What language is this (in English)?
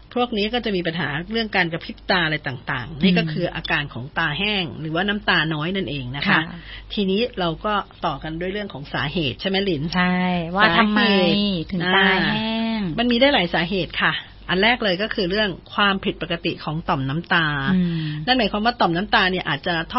Thai